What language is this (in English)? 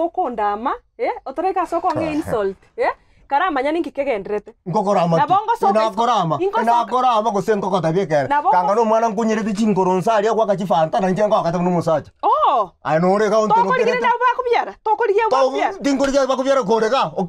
Gusii